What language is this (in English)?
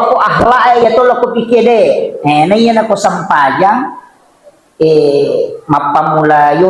Buginese